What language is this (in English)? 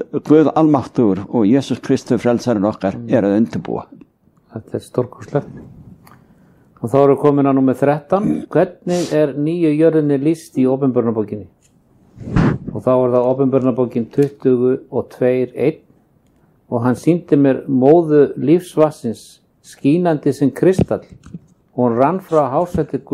Icelandic